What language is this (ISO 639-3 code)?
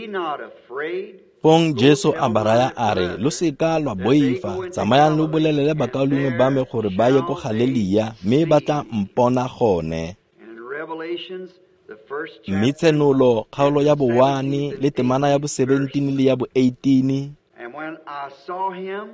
tsn